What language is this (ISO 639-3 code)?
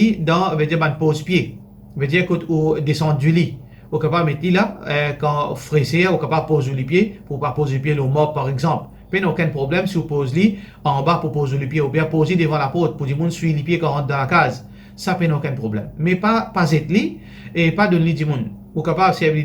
mfe